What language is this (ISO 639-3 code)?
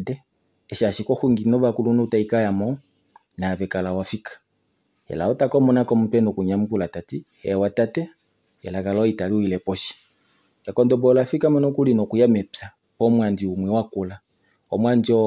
kua